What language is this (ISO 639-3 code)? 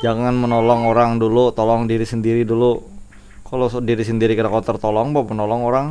bjn